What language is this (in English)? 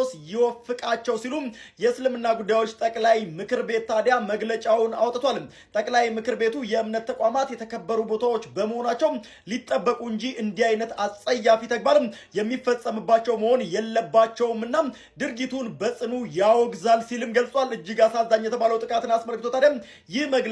Amharic